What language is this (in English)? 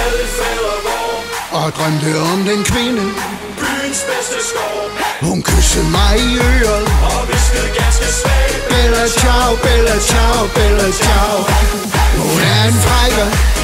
Danish